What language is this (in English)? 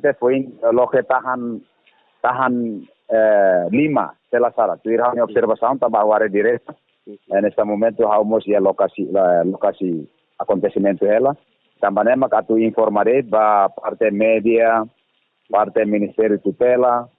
Tetum